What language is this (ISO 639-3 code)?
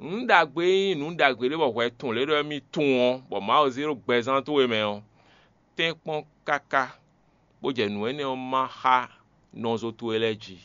fon